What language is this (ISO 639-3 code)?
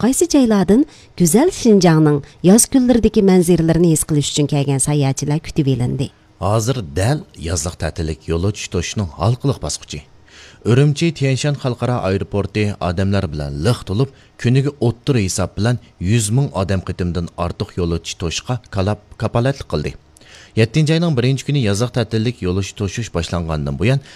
uig